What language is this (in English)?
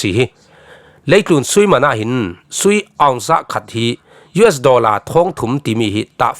Falam Chin